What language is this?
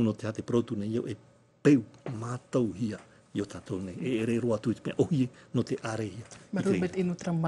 Tahitian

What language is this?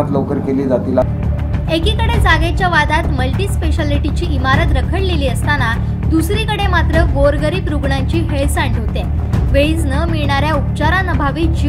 Marathi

